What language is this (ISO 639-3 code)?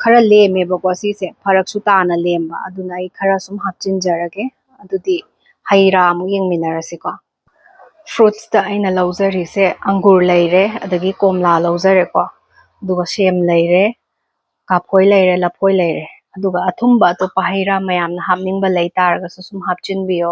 mni